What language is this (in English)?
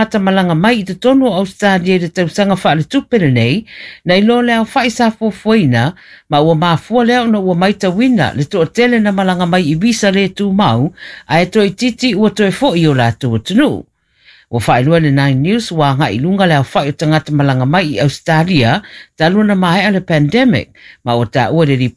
Samoan